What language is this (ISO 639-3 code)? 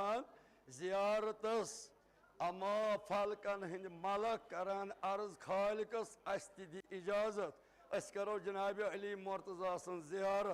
kas